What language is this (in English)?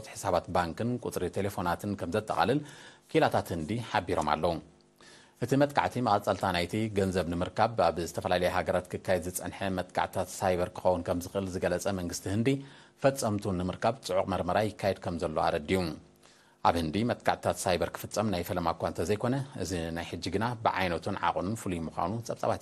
Tigrinya